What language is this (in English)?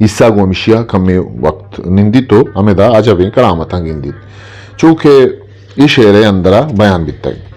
Eastern Balochi